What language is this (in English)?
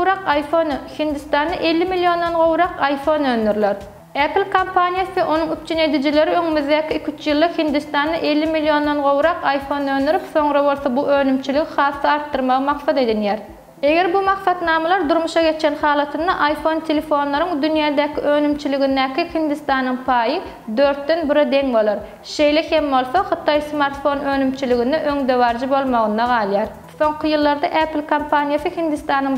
Turkmen